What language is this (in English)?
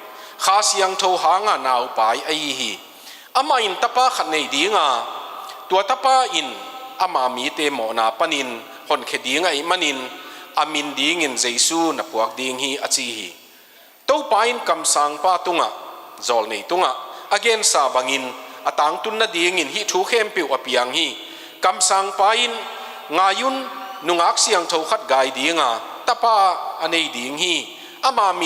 Tedim Chin